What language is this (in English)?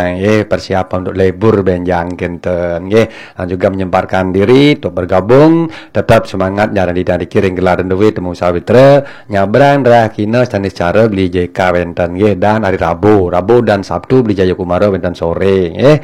Balinese